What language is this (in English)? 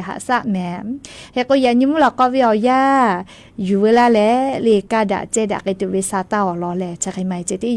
Lahu